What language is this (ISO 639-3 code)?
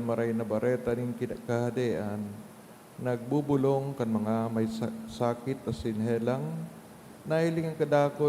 bik